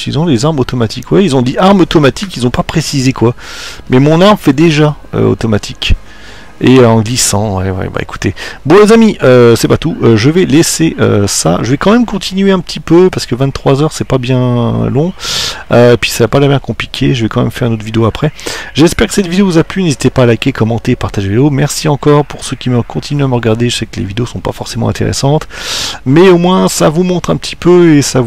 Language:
French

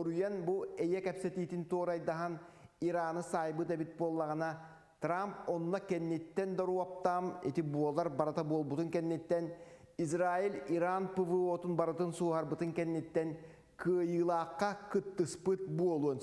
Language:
Yakut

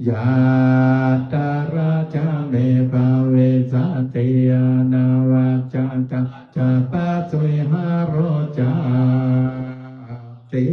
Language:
Pali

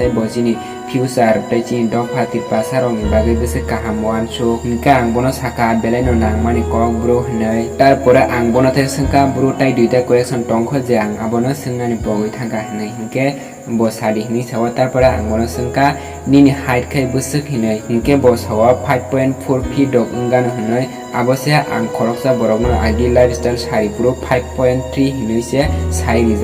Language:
Kok Borok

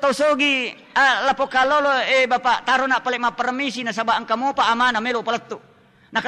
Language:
Buginese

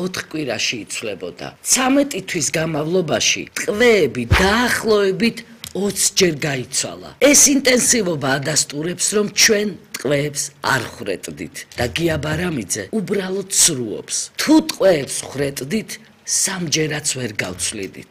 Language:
Georgian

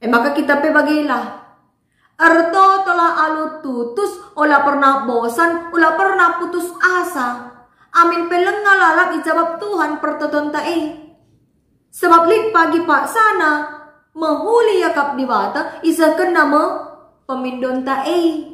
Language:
Batak Karo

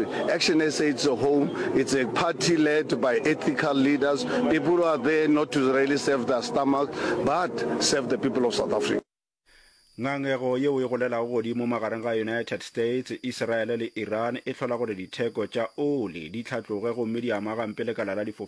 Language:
Northern Sotho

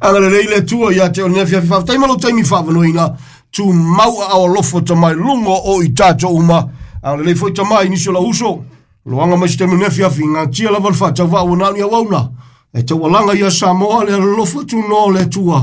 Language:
Samoan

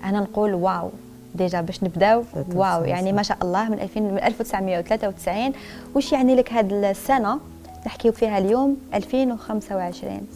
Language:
Algerian Arabic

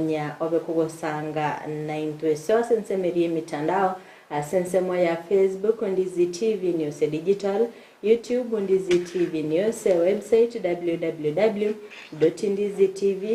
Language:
Gusii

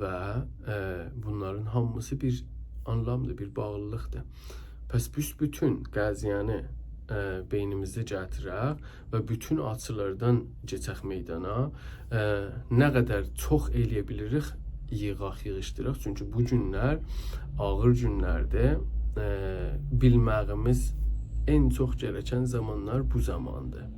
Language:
South Azerbaijani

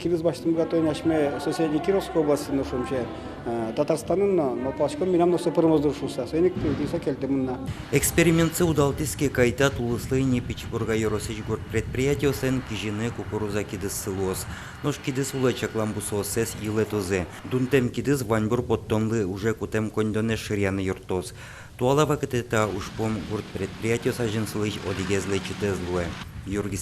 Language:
Udmurt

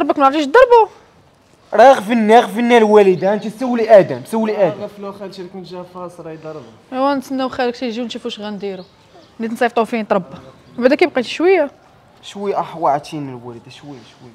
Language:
Moroccan Arabic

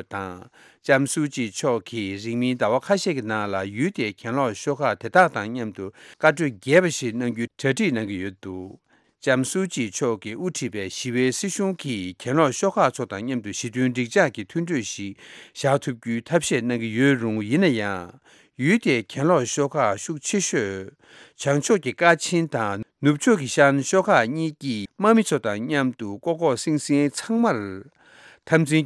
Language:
Tibetan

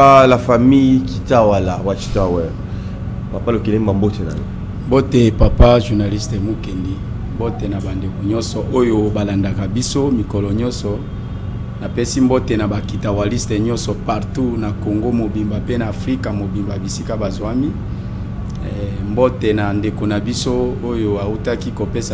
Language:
Lingala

